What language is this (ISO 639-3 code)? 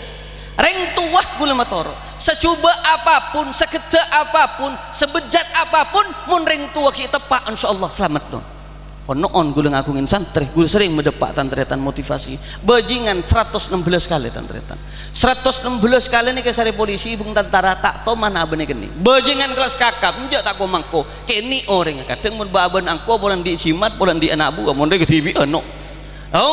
mad